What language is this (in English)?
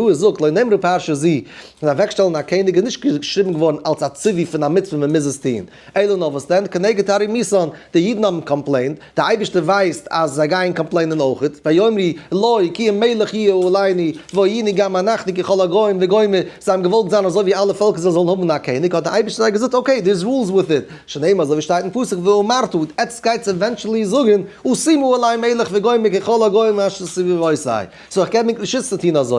Yiddish